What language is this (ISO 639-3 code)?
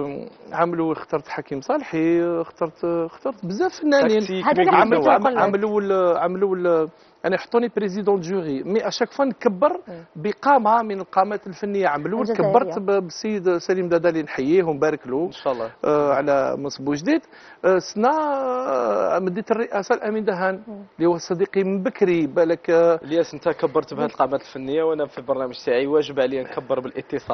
arq